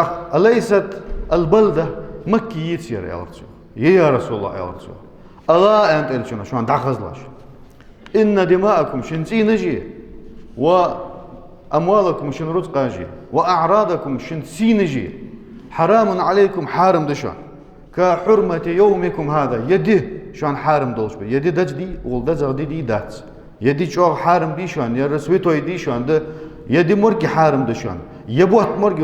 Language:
Ingush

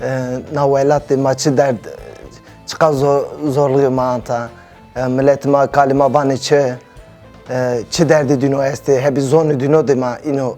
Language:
Zaza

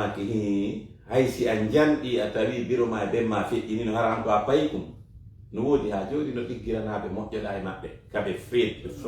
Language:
Fula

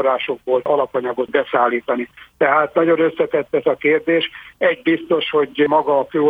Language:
Hungarian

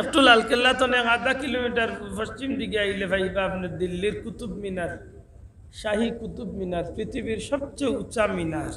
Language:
Sylheti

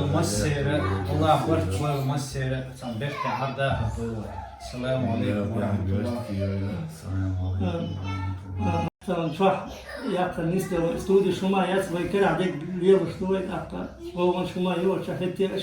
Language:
Chechen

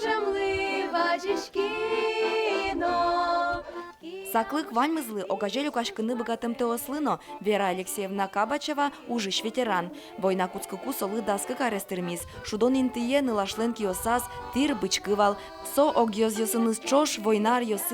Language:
Udmurt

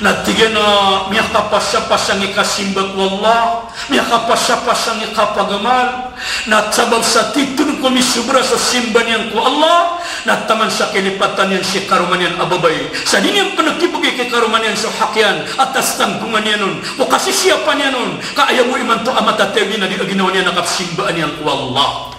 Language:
Maranao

